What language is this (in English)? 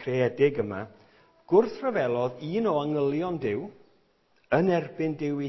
Welsh